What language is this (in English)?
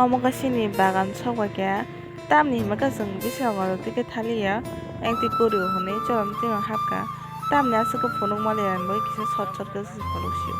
Kok Borok